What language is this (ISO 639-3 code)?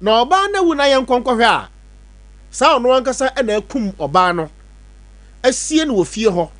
aka